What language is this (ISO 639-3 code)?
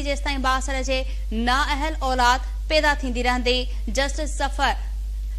snd